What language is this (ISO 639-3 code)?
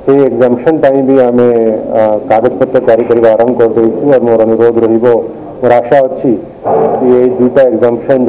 ori